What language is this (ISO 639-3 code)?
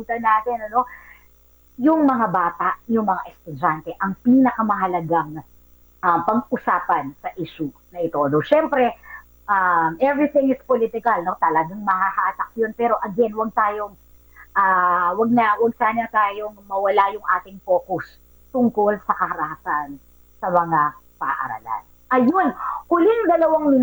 fil